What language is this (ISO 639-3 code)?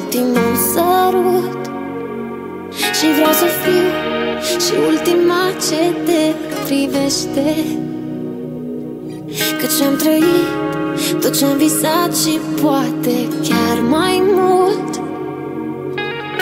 ron